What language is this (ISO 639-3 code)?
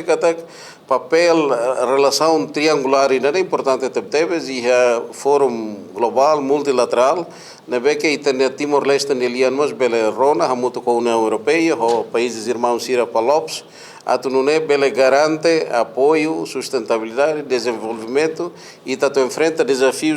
tet